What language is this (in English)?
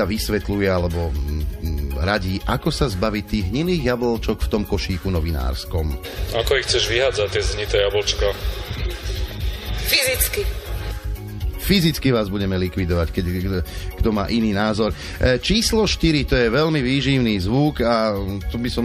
Slovak